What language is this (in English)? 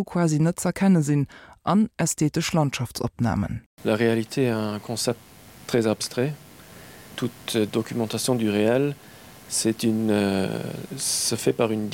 Luxembourgish